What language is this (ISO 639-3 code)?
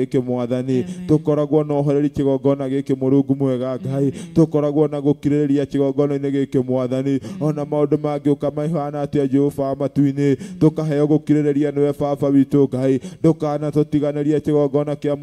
kik